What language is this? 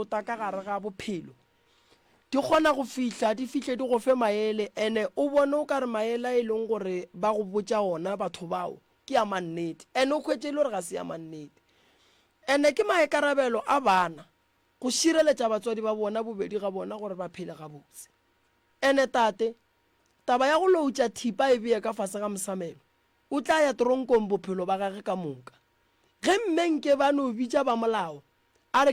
Northern Sotho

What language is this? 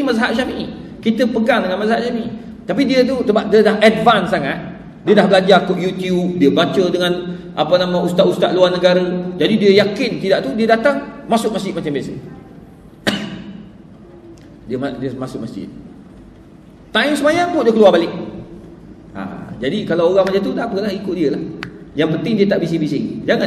Malay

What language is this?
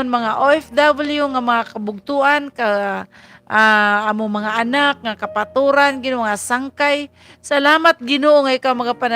Waray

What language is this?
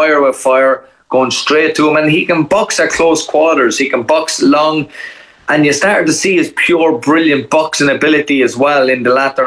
English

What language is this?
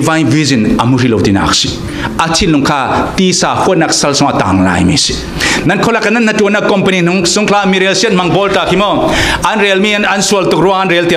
Falam Chin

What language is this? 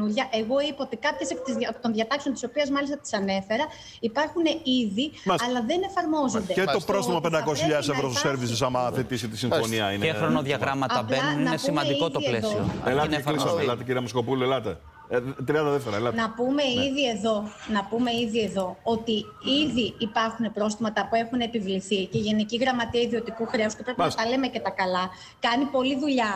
Greek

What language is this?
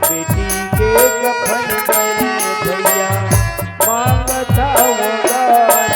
Chhattisgarhi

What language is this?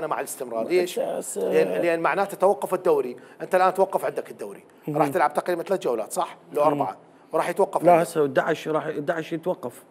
Mesopotamian Arabic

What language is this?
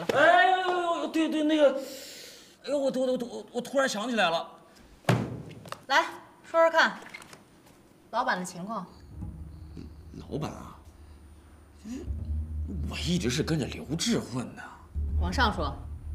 Chinese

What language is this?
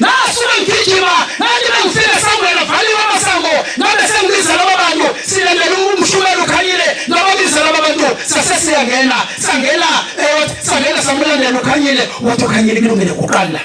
Zulu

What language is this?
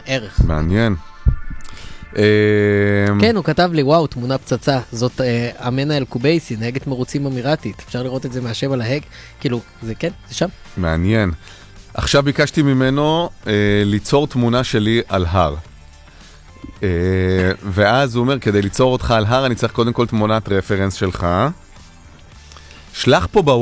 Hebrew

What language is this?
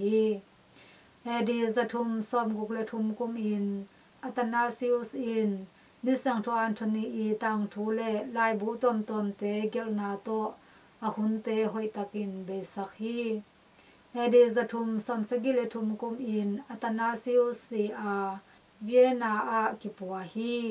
Tedim Chin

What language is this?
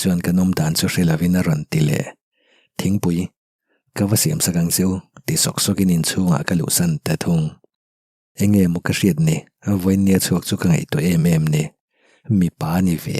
Mizo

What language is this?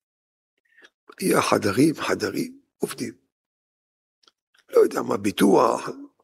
Hebrew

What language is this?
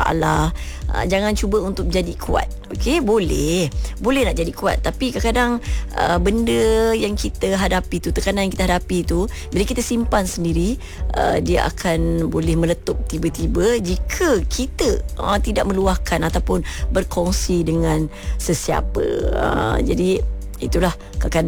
Malay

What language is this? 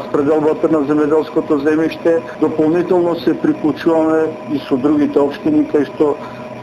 Macedonian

